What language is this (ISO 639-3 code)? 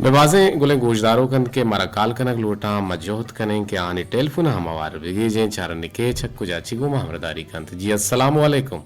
bgp